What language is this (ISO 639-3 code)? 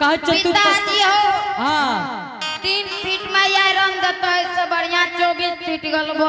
anp